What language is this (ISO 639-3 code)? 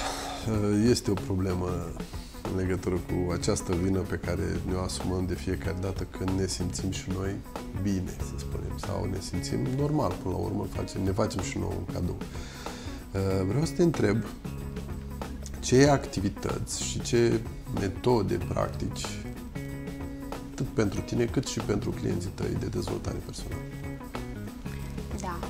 ron